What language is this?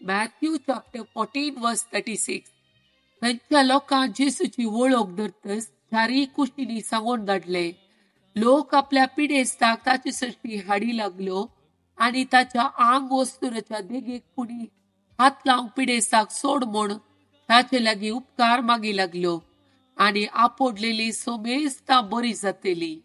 Konkani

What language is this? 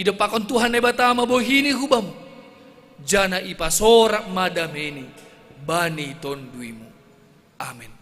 Batak Simalungun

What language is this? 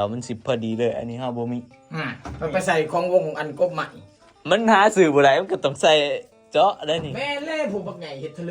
Northeastern Thai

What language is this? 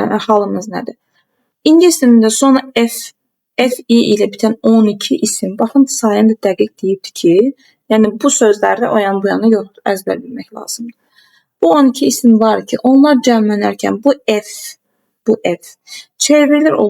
Azerbaijani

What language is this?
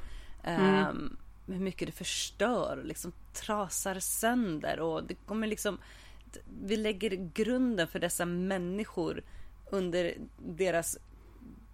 Swedish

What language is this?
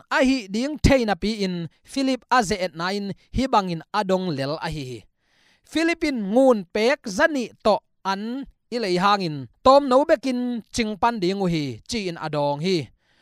Tedim Chin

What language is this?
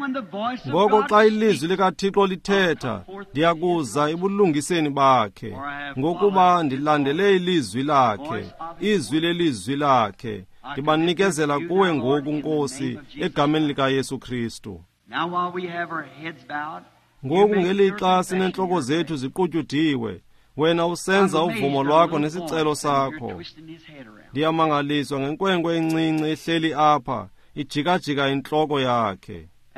Xhosa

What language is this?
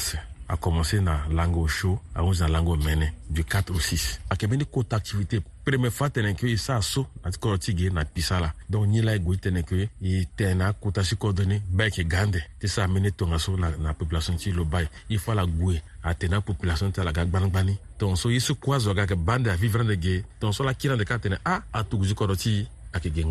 Sango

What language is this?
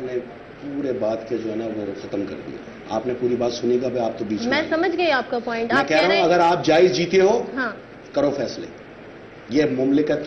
Urdu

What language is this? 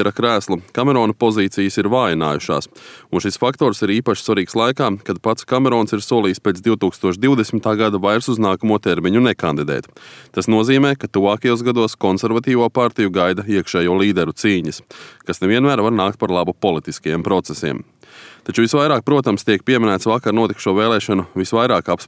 Latvian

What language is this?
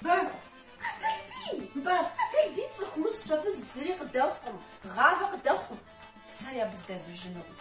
Kabardian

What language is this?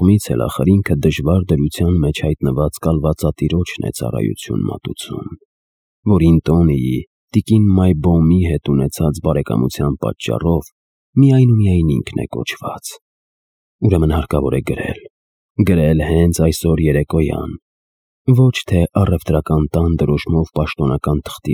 Armenian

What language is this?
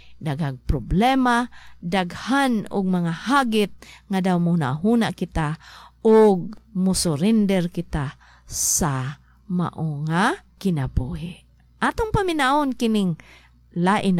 Cebuano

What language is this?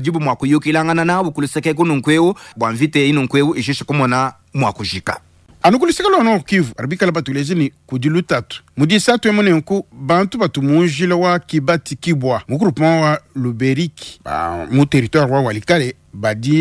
Luba-Lulua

